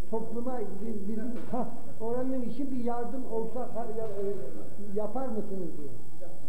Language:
Turkish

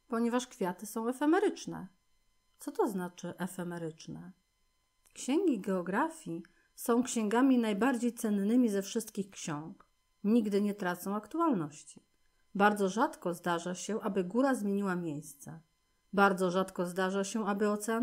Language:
Polish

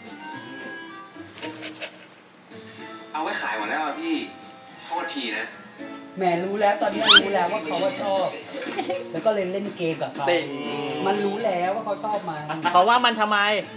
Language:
Thai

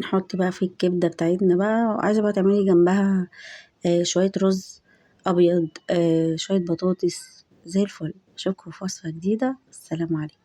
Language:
Egyptian Arabic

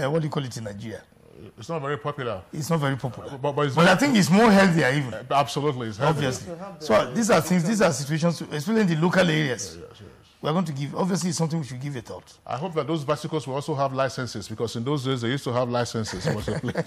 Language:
English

